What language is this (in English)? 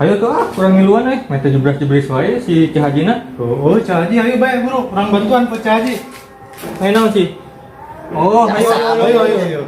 Sundanese